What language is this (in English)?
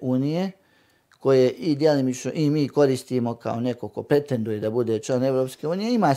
Bosnian